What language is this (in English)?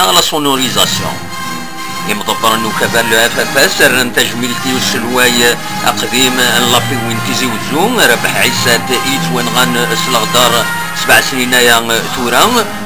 Kabyle